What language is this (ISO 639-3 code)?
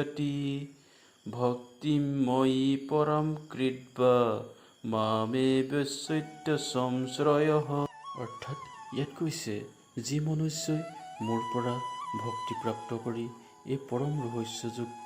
asm